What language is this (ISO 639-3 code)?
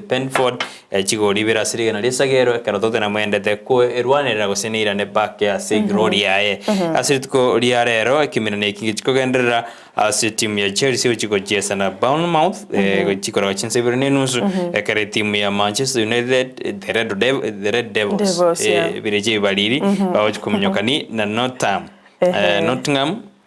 guz